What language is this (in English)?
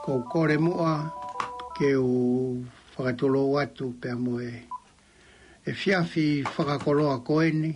Tongan